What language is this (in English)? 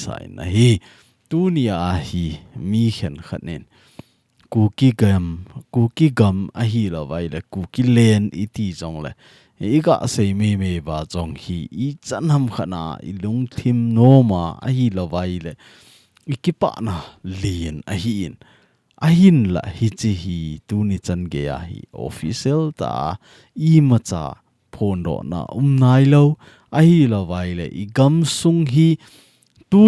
Thado Chin